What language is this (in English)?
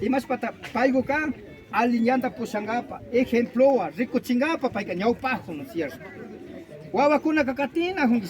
Imbabura Highland Quichua